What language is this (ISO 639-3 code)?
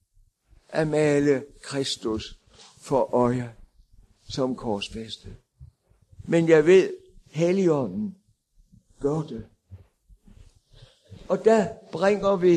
dan